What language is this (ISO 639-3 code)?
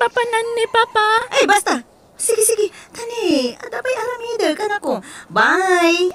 ilo